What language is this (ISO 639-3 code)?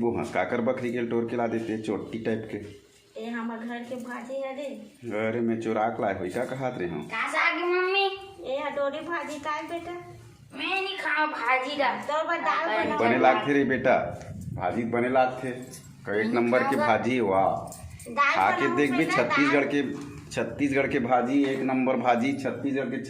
hne